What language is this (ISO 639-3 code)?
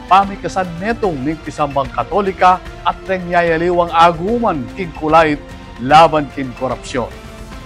pam